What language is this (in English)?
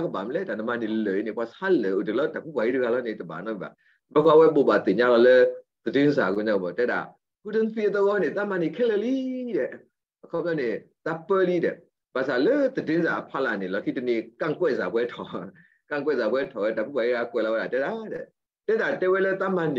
S'gaw Karen